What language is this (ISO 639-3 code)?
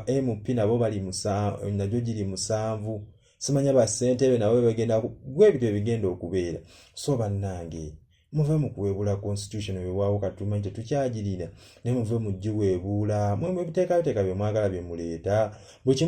lug